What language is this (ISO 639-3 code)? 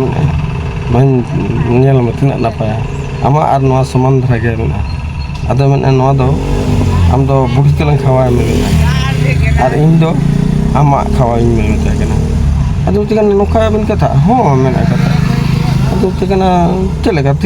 sat